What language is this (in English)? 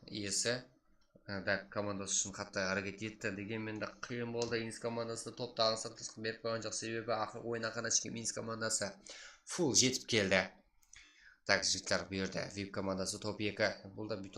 Kara-Kalpak